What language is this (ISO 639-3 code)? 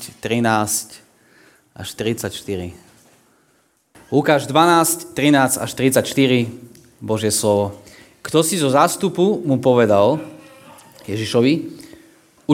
slk